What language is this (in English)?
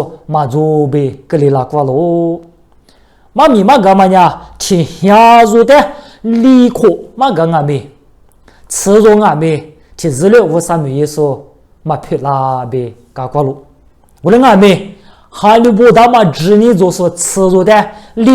Lisu